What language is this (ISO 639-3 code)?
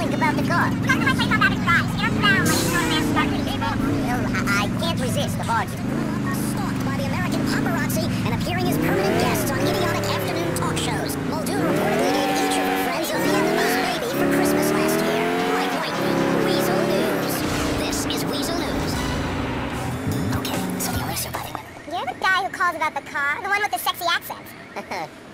eng